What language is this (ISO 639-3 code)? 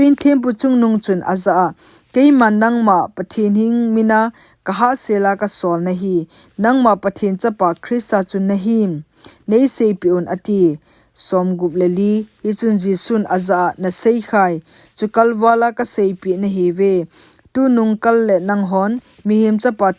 tcz